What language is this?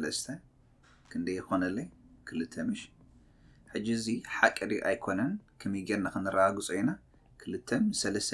Tigrinya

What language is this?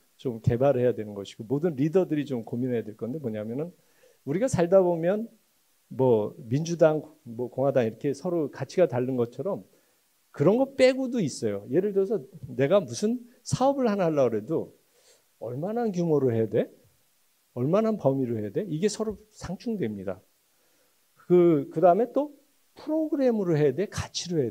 Korean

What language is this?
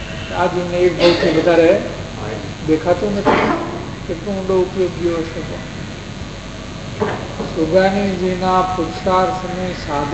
Gujarati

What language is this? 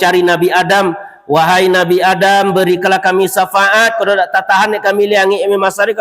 Minangkabau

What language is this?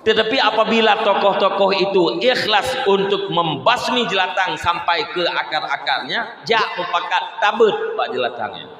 Achinese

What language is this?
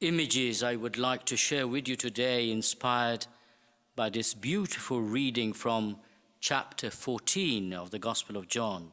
English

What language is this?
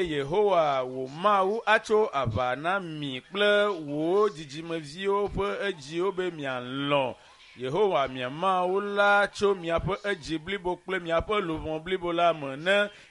Ewe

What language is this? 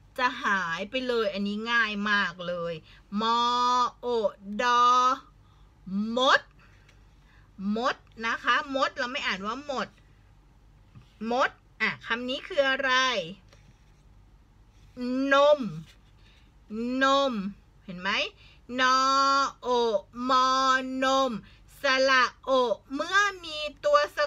Thai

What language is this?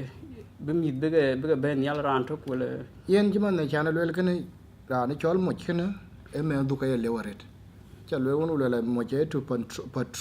Dinka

